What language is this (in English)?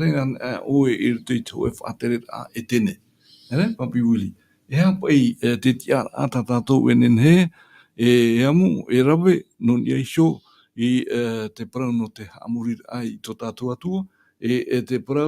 Tahitian